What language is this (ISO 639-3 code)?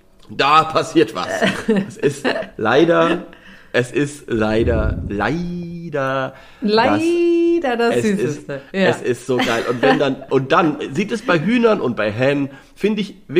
deu